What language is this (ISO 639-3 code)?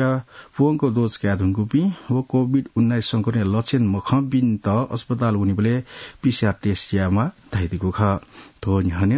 new